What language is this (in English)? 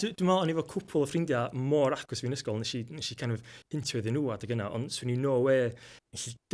Welsh